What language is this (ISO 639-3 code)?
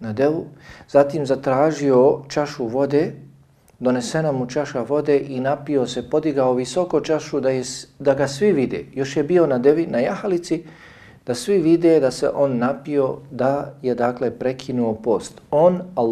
bos